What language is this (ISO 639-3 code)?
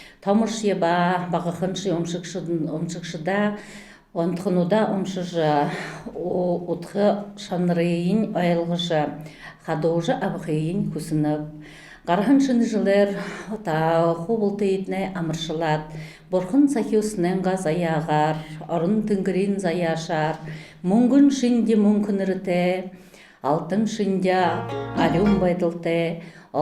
bua